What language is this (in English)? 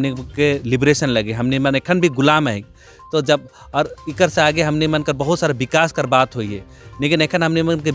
Sadri